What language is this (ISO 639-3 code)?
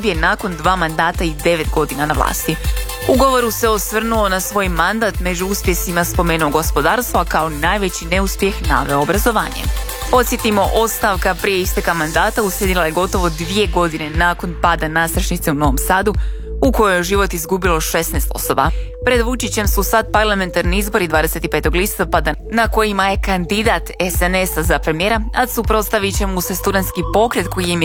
hrv